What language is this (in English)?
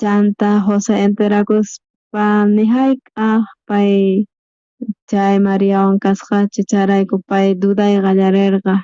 South Bolivian Quechua